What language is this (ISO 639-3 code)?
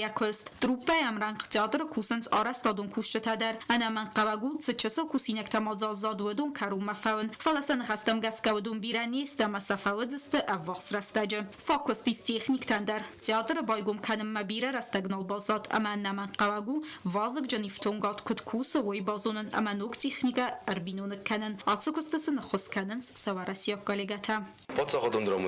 oss